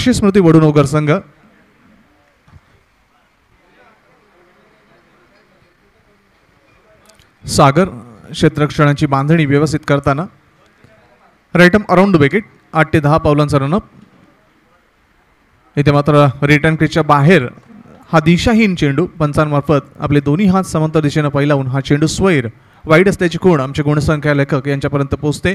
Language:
Marathi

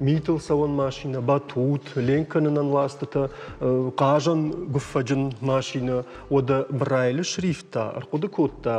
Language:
Ossetic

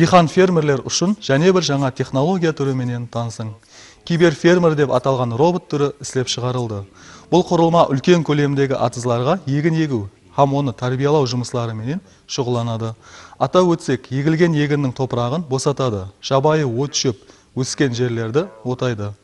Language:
Kara-Kalpak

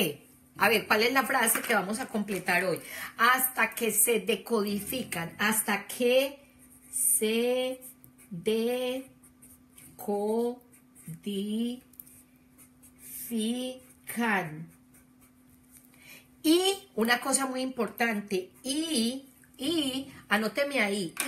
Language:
Spanish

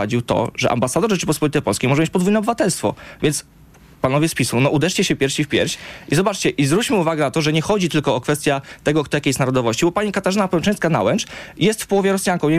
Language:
Polish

